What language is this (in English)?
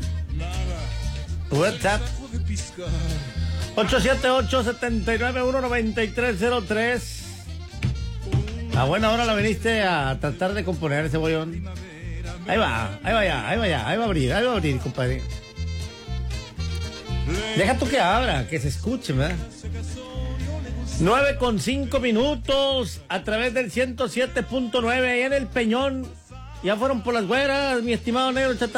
Spanish